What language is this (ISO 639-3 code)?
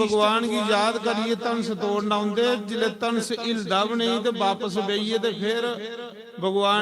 doi